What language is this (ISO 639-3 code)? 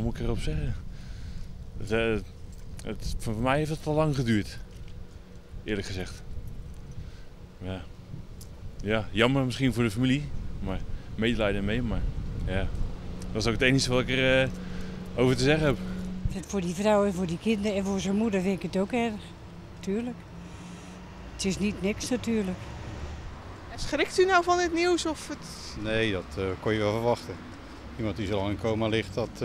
nld